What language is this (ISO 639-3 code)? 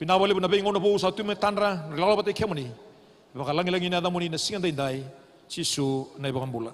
fij